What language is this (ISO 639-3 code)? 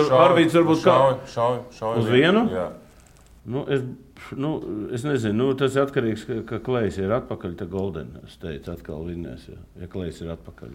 lav